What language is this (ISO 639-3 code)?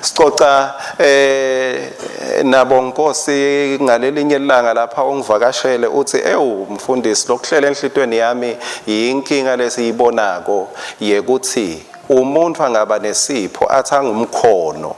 ssw